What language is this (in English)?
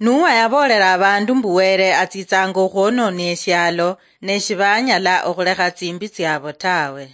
Luyia